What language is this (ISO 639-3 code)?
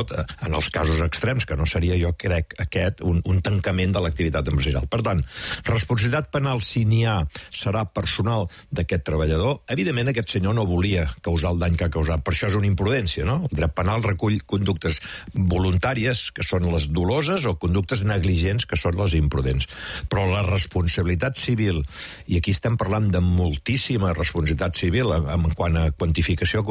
cat